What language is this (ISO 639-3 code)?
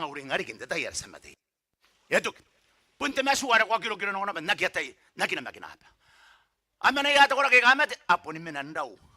gil